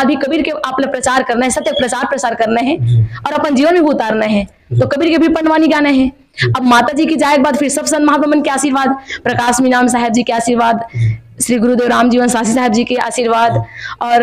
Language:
Chhattisgarhi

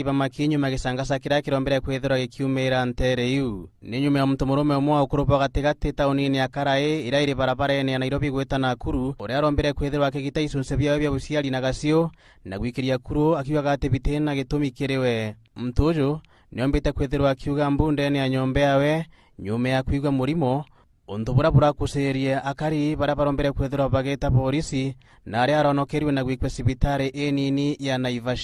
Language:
Meru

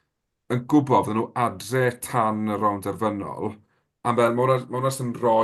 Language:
Welsh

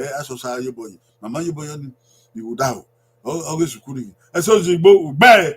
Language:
Bini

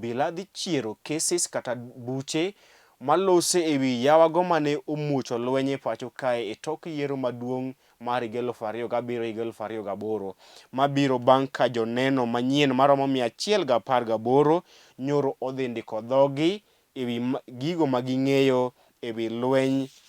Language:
Luo (Kenya and Tanzania)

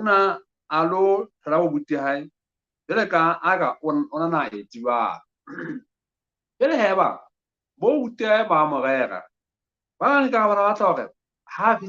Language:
Southern Sotho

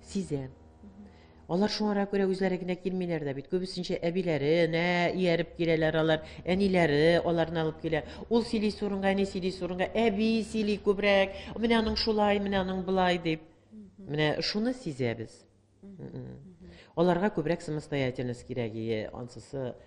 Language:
Tatar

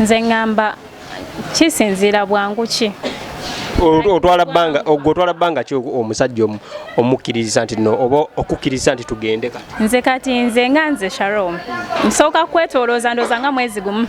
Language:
Ganda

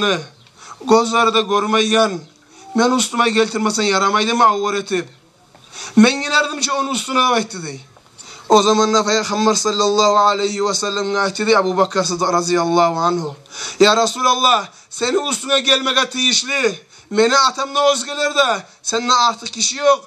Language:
Kumyk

